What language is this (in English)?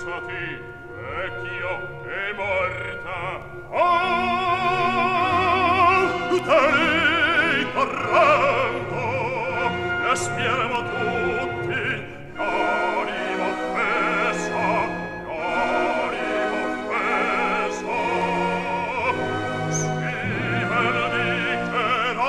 Italian